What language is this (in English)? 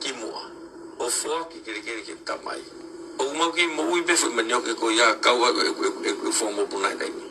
Tongan